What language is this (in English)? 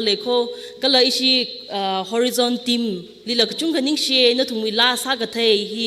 Tangkhul Naga (India)